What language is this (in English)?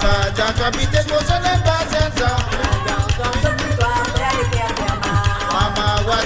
Morisyen